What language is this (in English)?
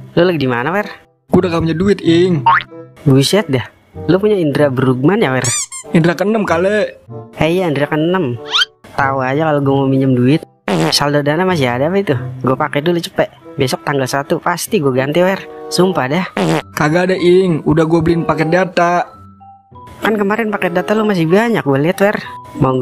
Betawi